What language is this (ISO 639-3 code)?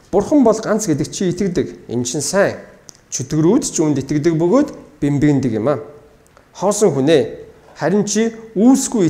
mon